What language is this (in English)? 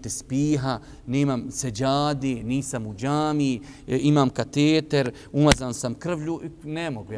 Bosnian